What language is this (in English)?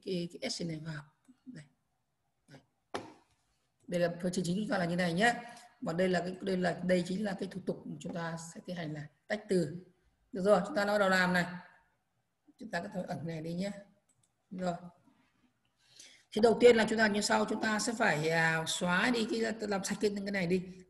Vietnamese